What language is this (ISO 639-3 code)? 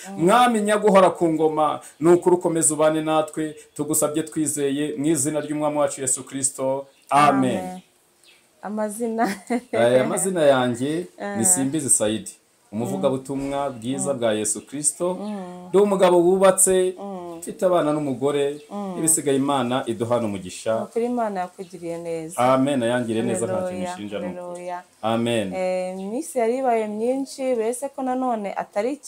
kin